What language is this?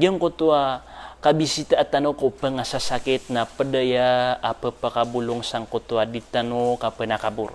Maranao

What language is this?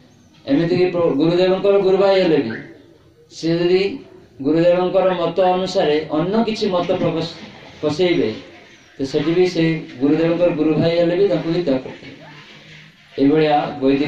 Odia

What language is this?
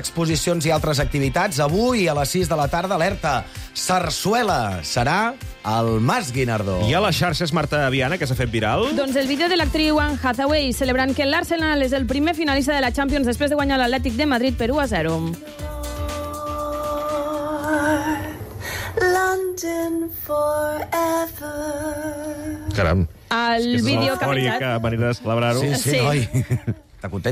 Catalan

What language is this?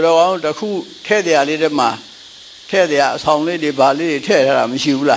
Burmese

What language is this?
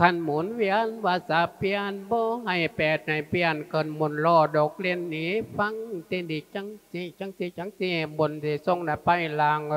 Lao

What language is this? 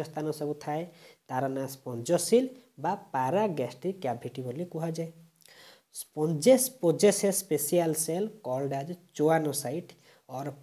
Odia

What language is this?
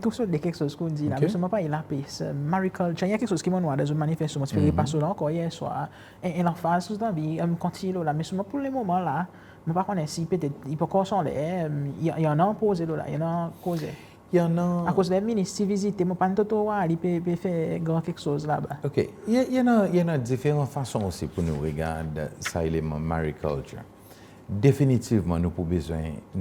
Seselwa Creole French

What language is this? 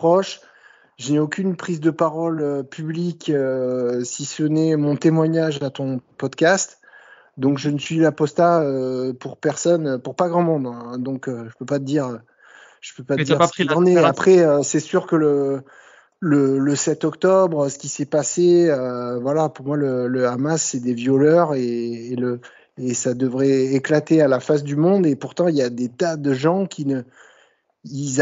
French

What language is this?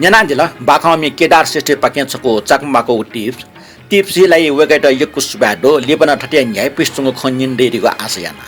Newari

